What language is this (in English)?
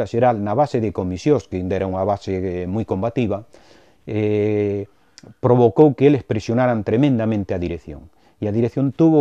Galician